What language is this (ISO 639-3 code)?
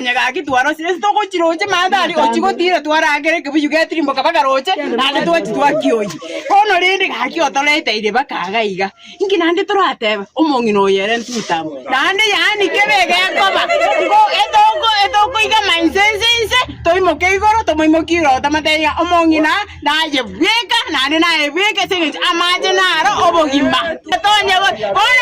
guz